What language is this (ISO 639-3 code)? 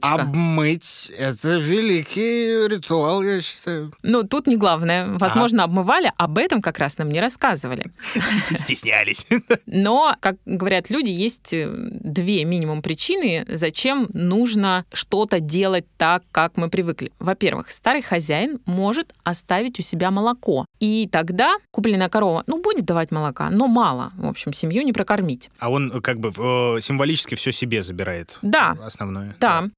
rus